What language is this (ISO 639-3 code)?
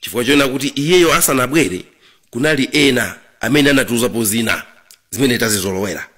nya